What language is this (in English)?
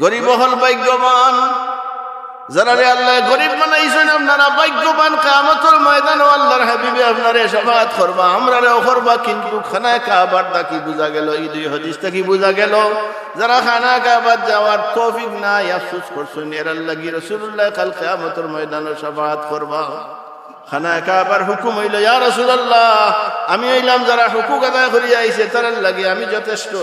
Sylheti